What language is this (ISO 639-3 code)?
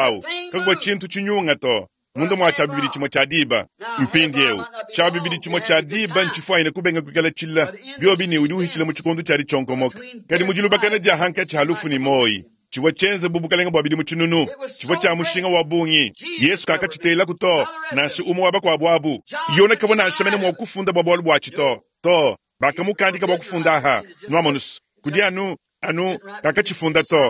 lua